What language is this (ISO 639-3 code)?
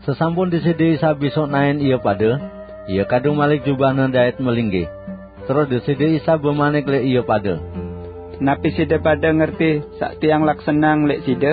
sas